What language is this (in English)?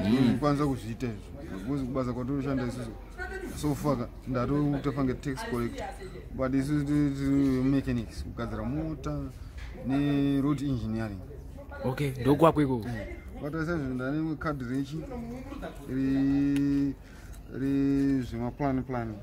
Shona